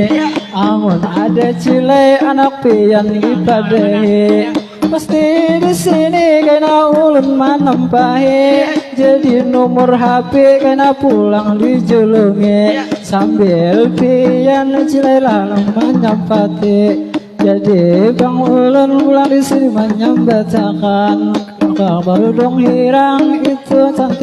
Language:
Banjar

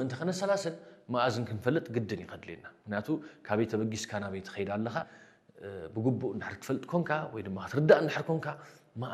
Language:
Tigrinya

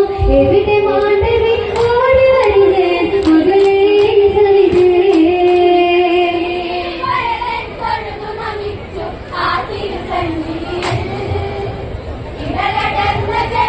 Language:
Malayalam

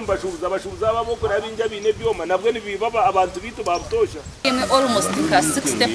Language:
Nyankole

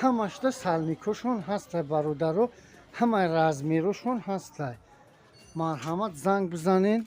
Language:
Tajik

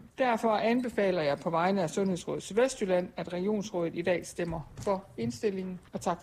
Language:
Danish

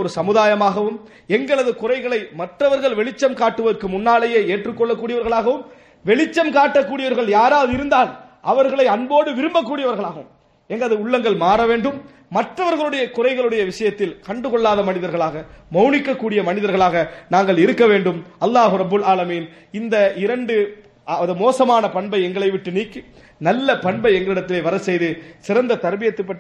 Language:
Tamil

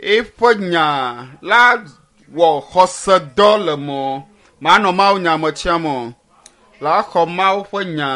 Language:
Ewe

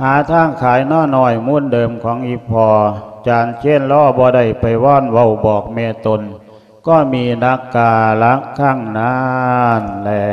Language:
Lao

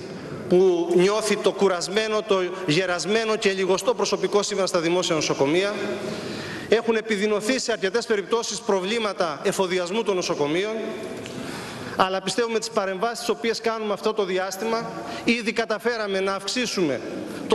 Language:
Greek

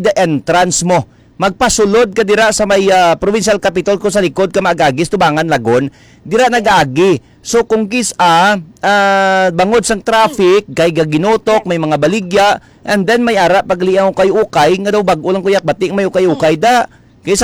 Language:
Hiligaynon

